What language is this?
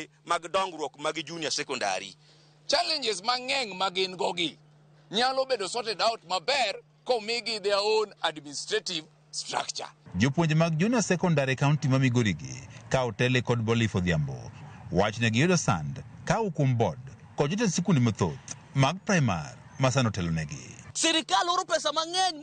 Luo (Kenya and Tanzania)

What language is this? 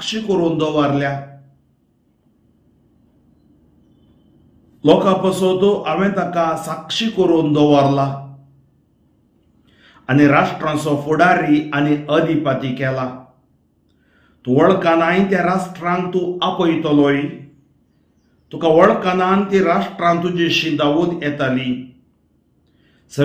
Konkani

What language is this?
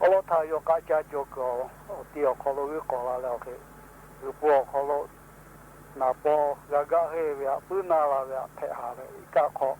Lahu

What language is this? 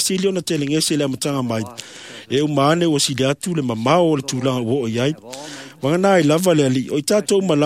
Samoan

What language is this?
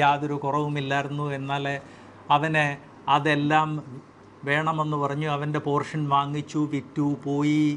Malayalam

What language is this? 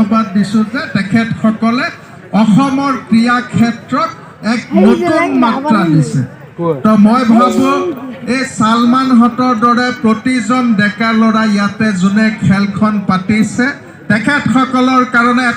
Assamese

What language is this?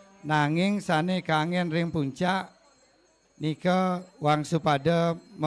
Balinese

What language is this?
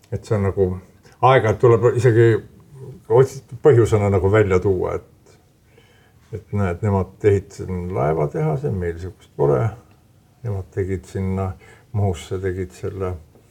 Estonian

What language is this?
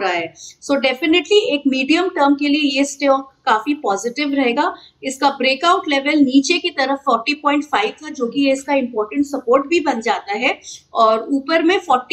Hindi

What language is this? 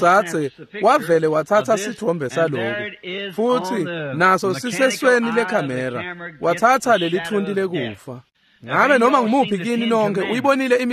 Swati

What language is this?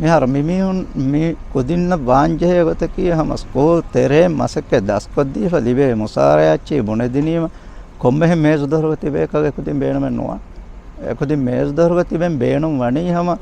Divehi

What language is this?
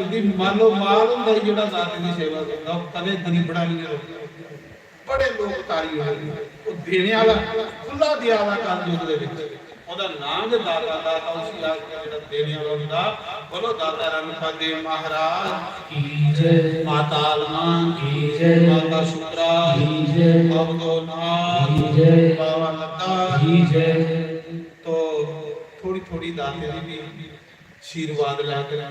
Dogri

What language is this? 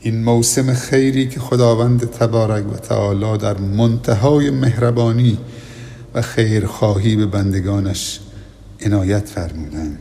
Persian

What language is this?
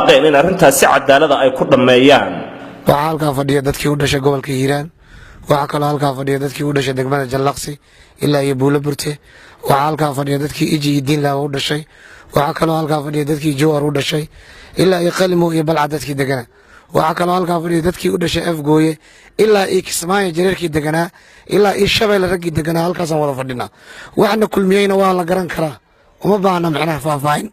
Somali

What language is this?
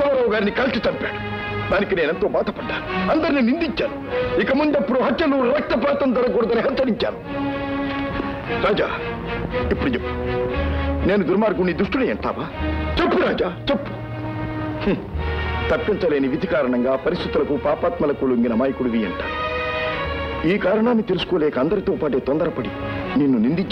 Telugu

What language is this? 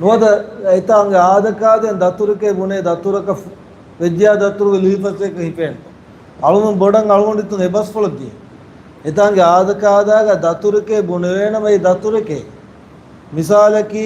Divehi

